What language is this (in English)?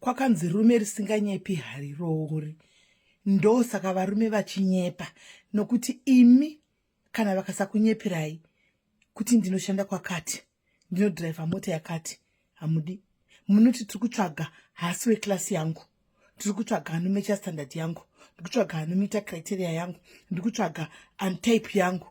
Shona